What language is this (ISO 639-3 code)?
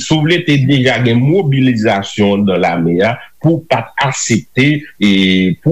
hat